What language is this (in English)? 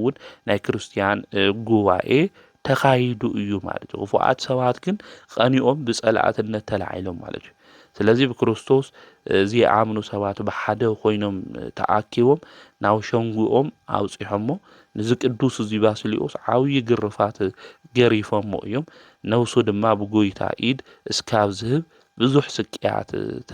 Tigrinya